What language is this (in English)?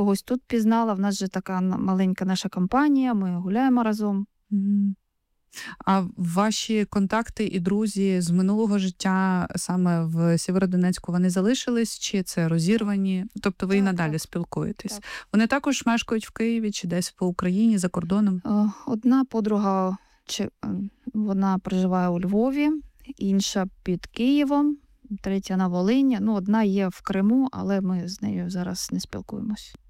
Ukrainian